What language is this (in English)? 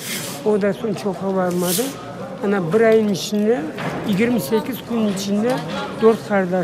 Crimean Tatar